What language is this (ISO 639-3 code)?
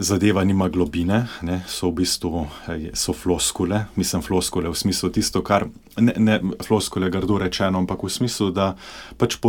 slv